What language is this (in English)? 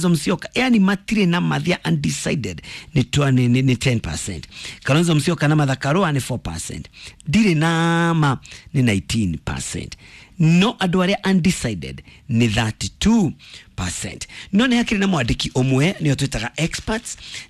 Kikuyu